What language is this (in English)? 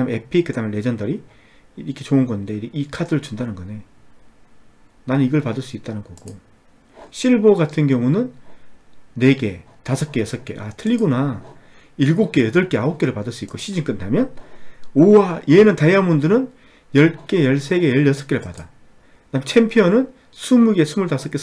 Korean